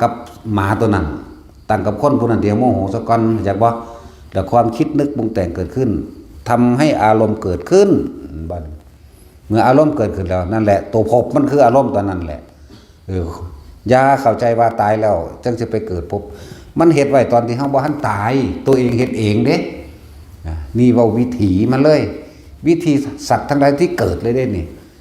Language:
Northeastern Thai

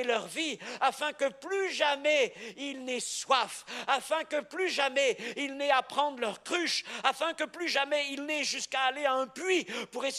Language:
French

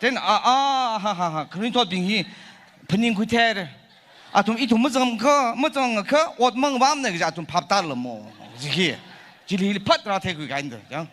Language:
Tangkhul Naga (India)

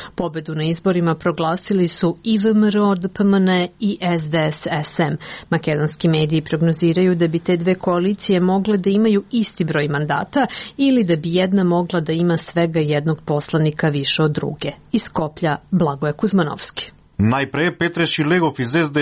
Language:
Serbian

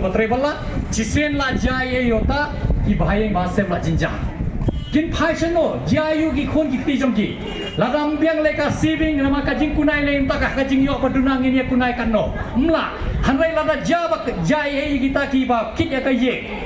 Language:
Khasi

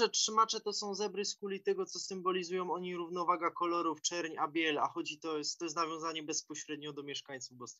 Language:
Silesian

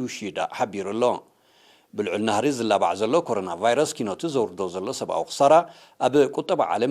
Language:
Tigrinya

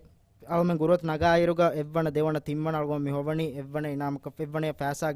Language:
Divehi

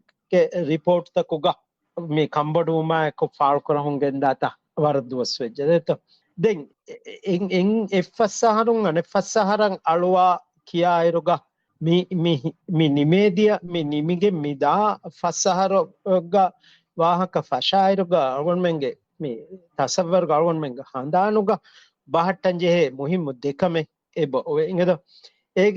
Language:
Divehi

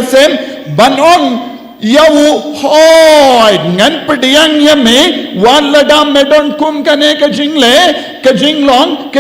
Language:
Khasi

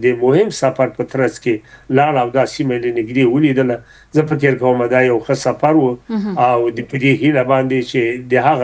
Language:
Pashto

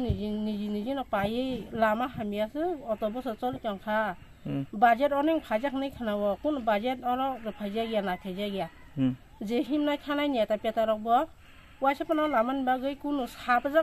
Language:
Kok Borok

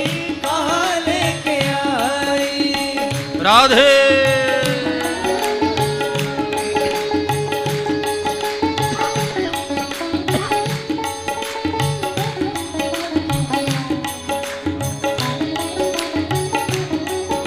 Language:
Hindi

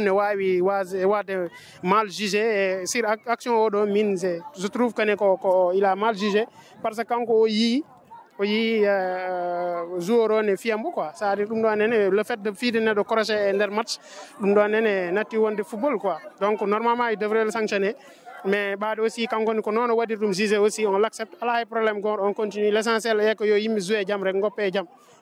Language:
Fula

